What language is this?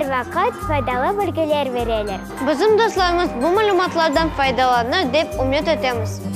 Crimean Tatar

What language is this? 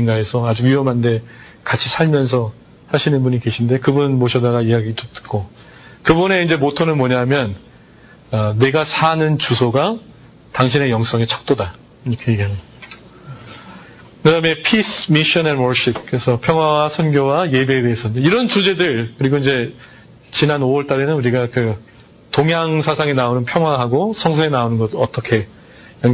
Korean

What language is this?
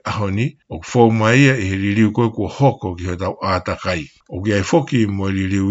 Tongan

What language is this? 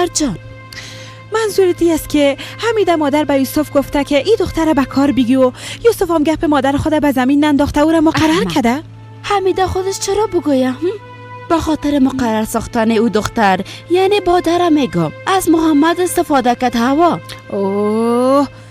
Persian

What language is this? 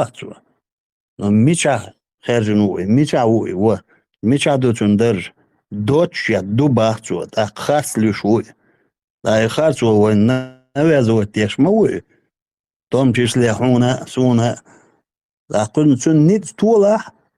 Chechen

